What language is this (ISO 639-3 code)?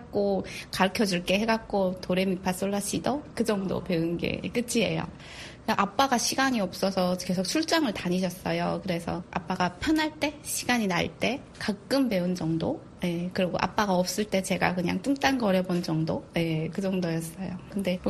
kor